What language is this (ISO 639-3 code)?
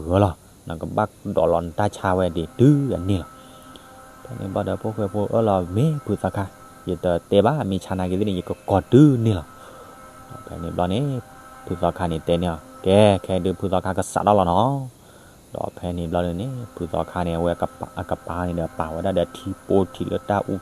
ksw